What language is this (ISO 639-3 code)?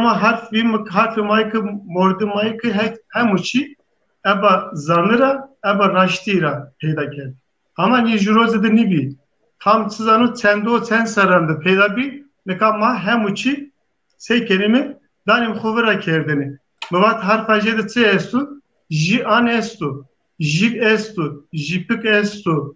zza